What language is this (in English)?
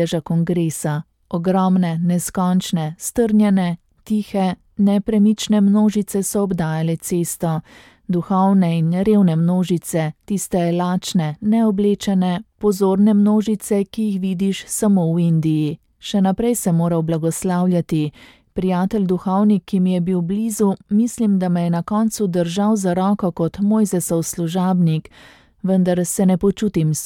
Slovenian